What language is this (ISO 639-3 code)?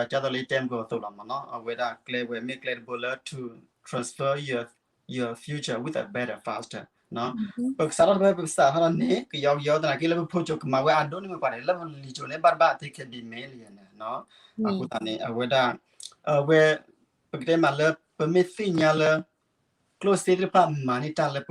ksw